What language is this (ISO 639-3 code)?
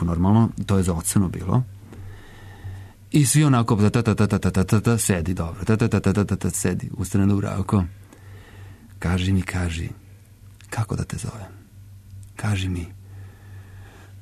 srp